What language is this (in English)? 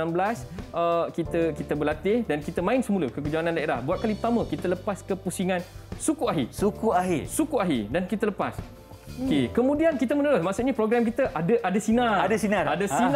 Malay